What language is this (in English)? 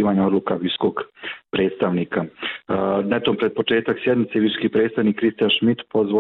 Bosnian